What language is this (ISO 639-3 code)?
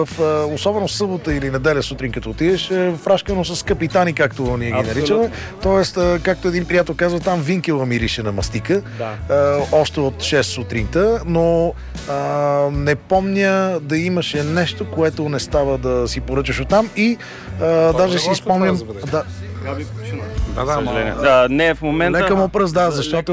bul